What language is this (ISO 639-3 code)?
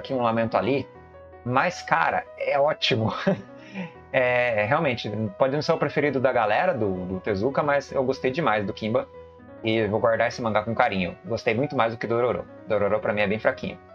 por